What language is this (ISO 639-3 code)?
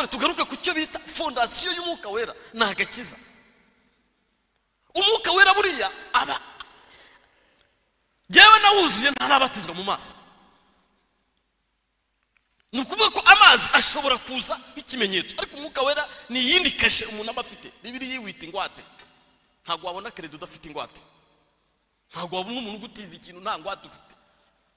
kin